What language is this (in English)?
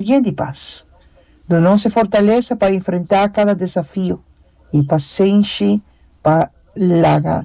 Papiamento